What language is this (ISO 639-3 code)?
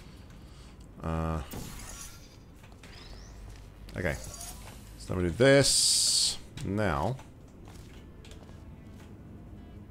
eng